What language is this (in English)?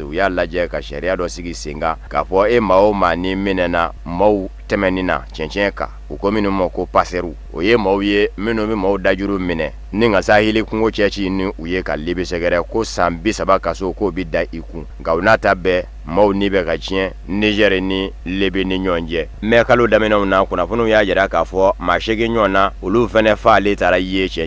Bambara